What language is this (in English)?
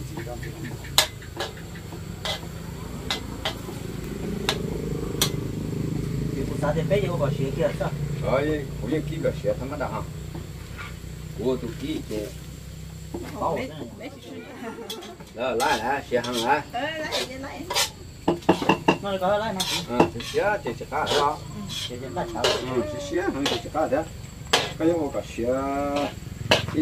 Vietnamese